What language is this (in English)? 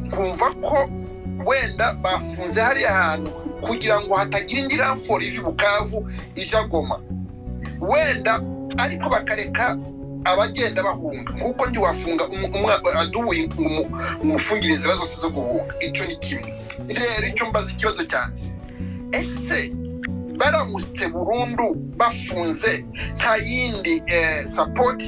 Kinyarwanda